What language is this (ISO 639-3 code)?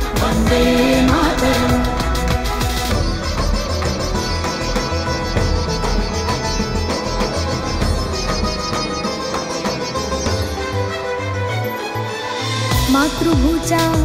mar